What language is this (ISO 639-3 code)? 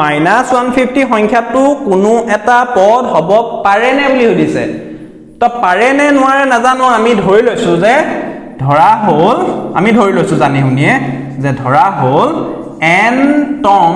asm